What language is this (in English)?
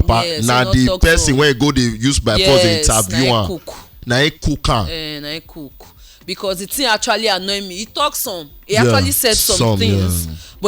Nigerian Pidgin